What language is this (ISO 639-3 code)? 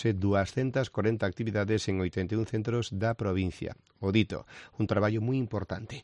glg